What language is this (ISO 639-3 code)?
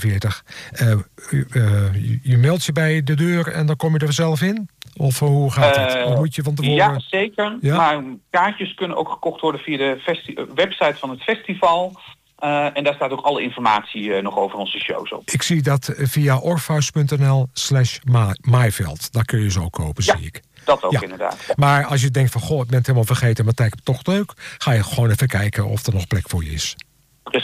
nld